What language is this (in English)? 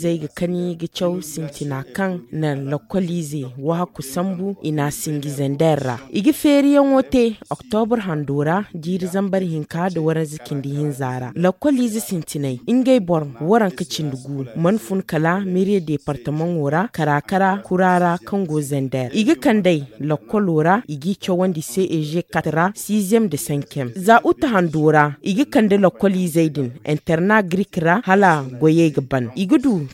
Zarma